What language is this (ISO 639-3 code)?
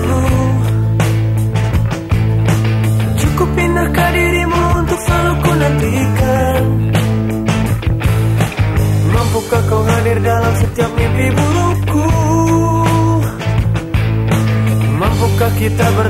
ind